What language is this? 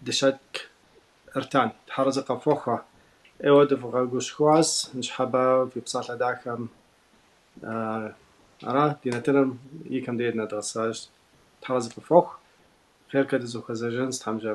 Kabardian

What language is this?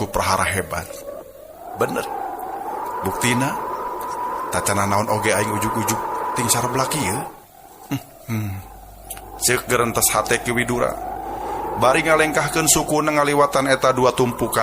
Sundanese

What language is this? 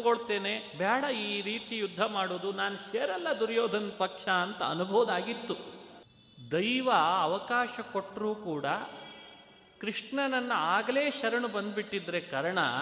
Kannada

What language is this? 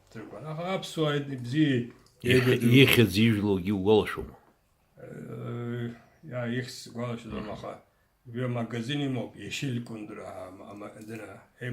Abkhazian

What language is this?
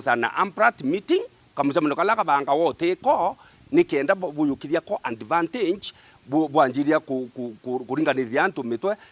Meru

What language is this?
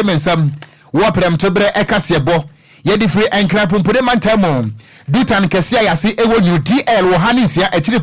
Akan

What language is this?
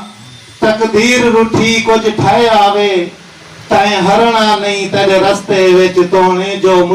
Saraiki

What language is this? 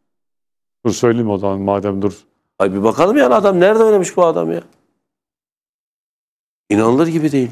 Turkish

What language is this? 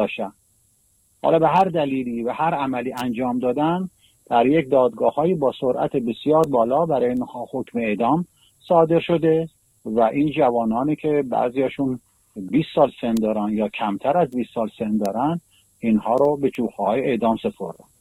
Persian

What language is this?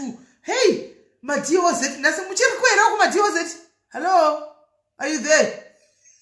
Shona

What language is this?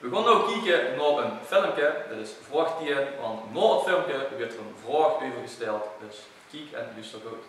Limburgish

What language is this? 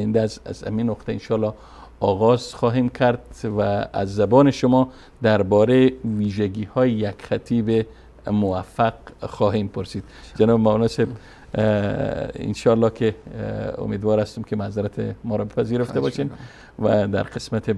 Persian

